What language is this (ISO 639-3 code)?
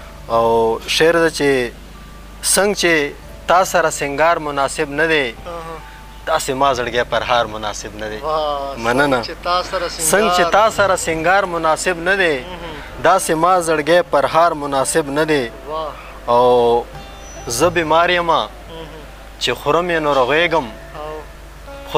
pus